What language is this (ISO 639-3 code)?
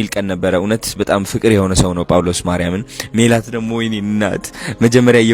amh